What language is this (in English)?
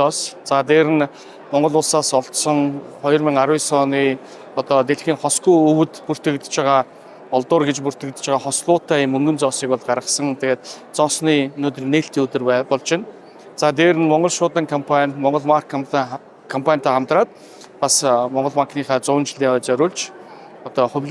Mongolian